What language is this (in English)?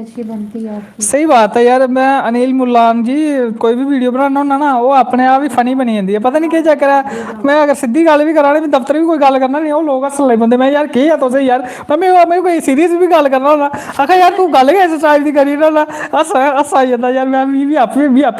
Dogri